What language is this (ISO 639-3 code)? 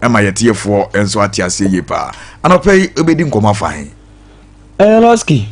aka